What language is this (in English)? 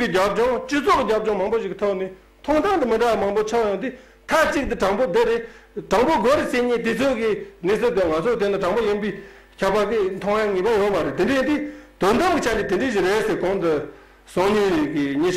Tibetan